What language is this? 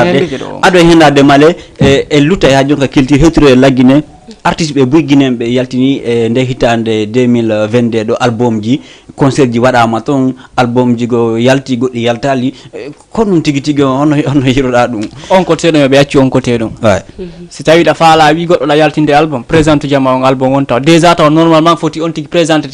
Fula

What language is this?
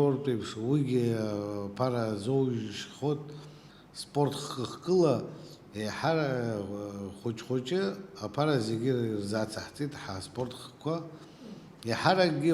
Abkhazian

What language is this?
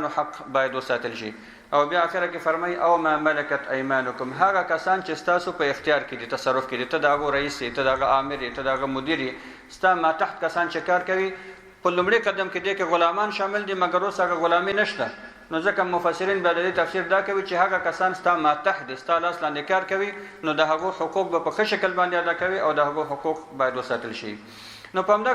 Pashto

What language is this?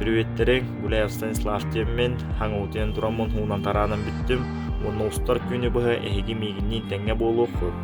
Yakut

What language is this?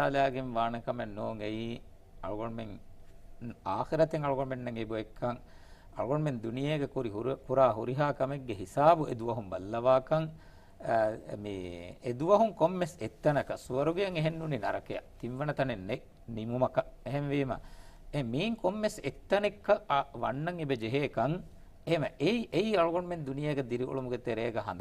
Divehi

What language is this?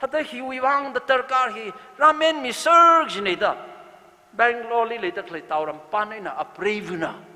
Tangkhul Naga (India)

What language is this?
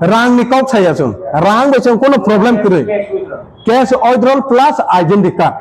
Kok Borok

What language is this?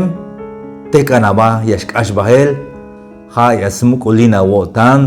Tzeltal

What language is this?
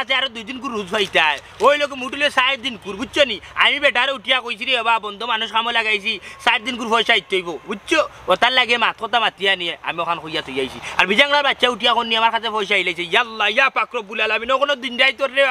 Sylheti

